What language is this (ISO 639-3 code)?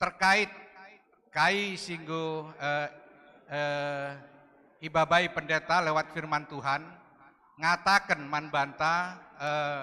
btx